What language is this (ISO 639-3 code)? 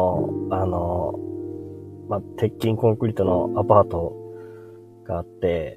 jpn